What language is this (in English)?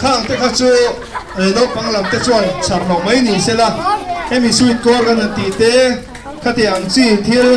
Mizo